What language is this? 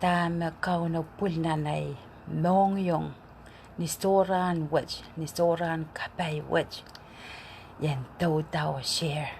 Pohnpeian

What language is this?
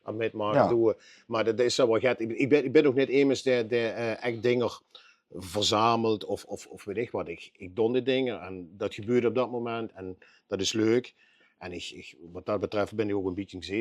Limburgish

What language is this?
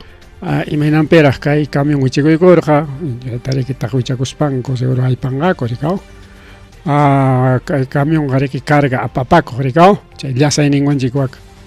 Ayacucho Quechua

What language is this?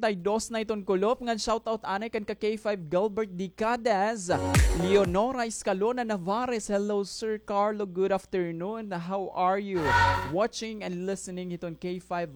Waray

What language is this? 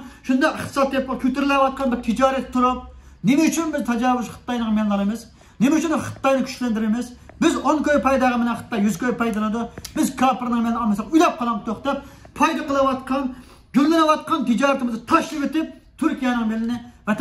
Uyghur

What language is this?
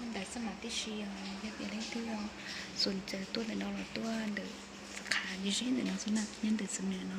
Hmong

